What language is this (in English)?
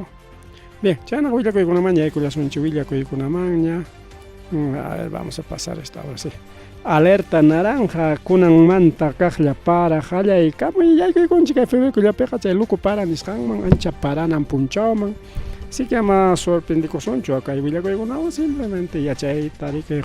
Ayacucho Quechua